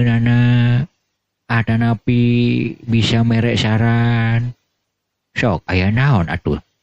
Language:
Sundanese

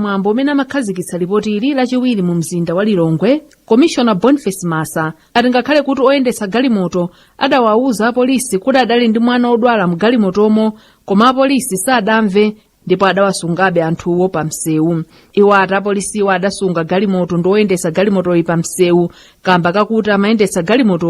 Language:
Nyanja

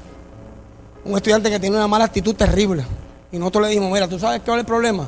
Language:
Spanish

